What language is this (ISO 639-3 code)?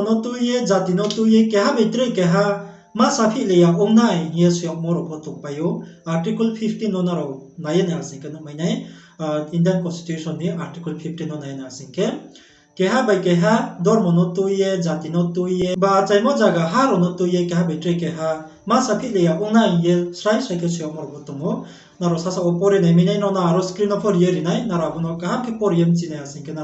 ria